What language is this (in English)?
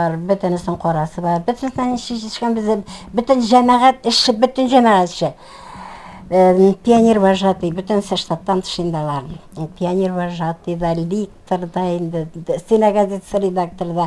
Tatar